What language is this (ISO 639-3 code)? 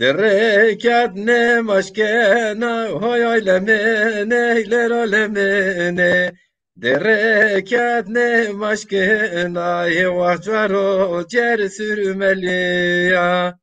zza